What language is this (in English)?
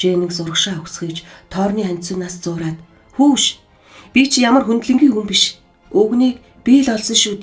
Mongolian